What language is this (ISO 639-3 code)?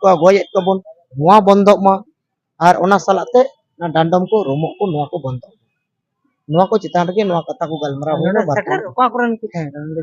sat